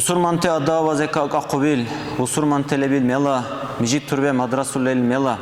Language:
Dargwa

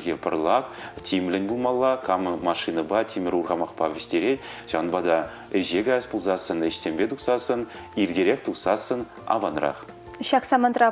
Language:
Chuvash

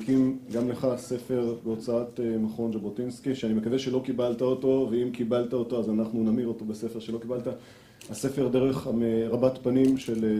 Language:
Hebrew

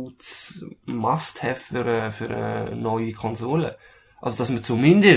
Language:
German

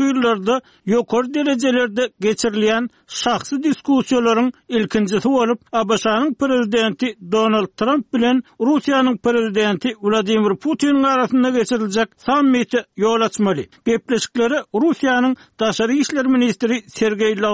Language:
Turkmen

